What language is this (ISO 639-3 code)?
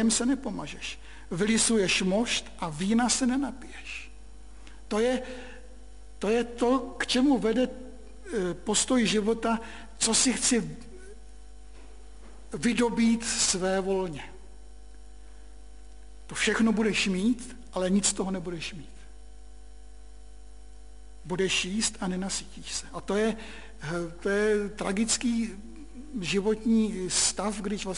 ces